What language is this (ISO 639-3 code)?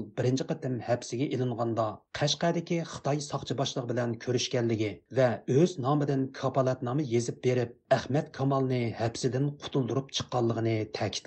uig